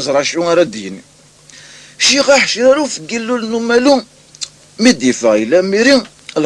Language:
Kabyle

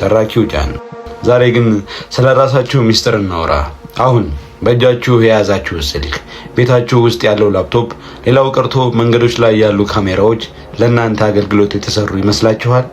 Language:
Amharic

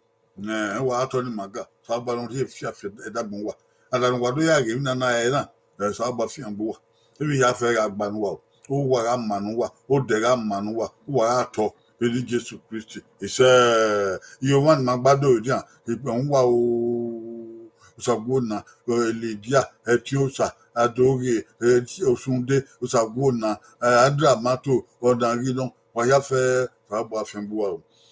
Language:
Bini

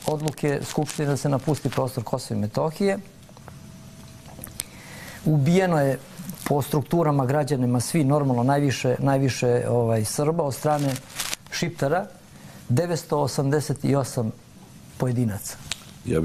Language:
Serbian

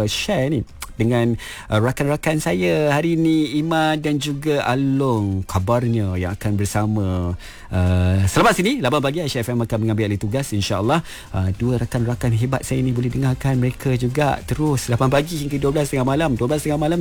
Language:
Malay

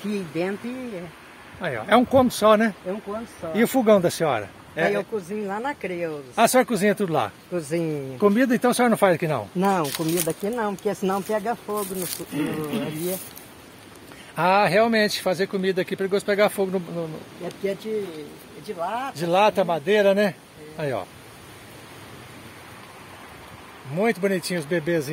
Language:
Portuguese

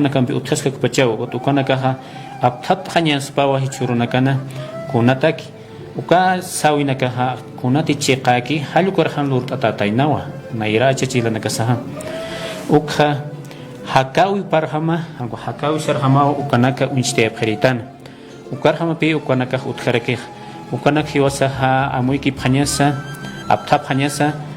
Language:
Aymara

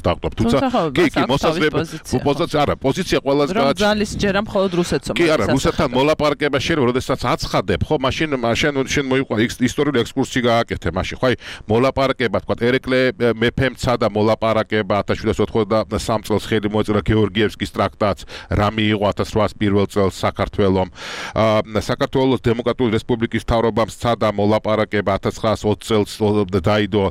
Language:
Georgian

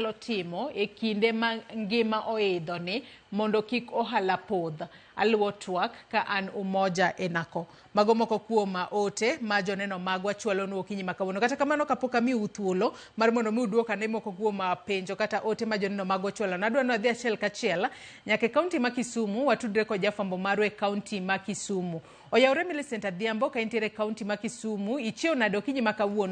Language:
Luo (Kenya and Tanzania)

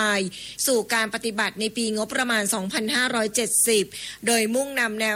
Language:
Thai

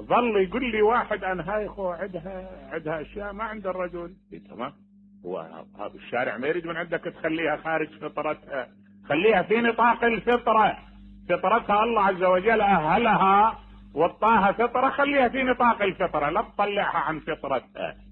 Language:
Mesopotamian Arabic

